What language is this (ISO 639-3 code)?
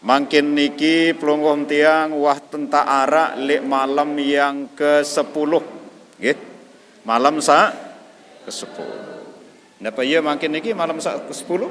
sas